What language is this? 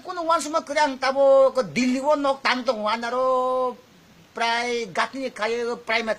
Kok Borok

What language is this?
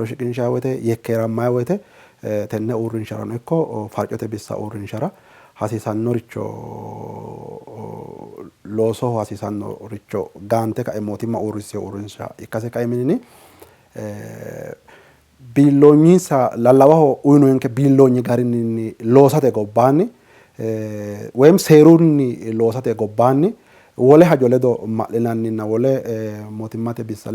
Sidamo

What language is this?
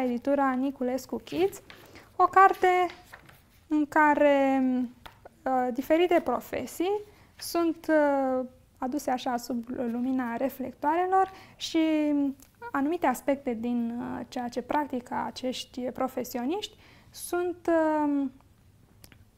Romanian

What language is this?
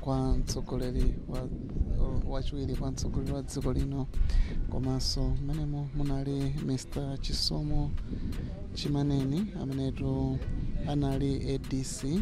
Nyanja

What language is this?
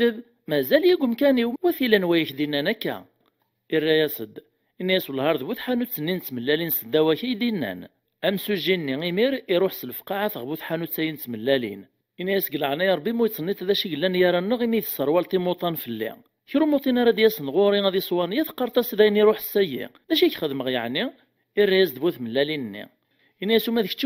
Kabyle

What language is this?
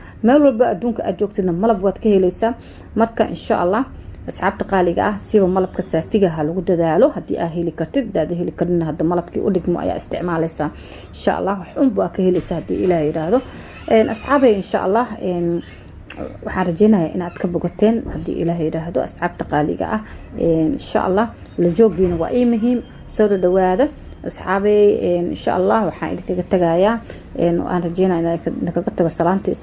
Somali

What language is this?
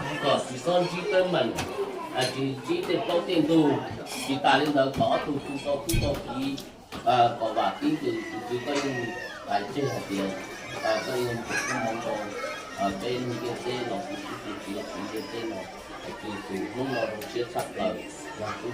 Hmong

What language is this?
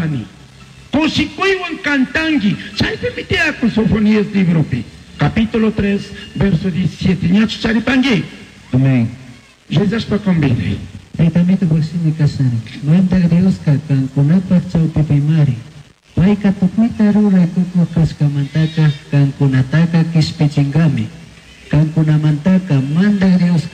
Chimborazo Highland Quichua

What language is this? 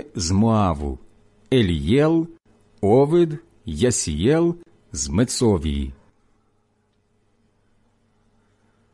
Ukrainian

